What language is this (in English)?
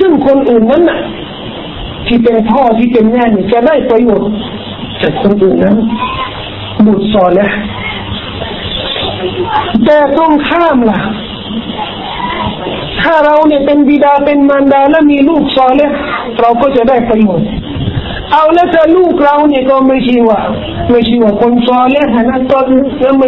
Thai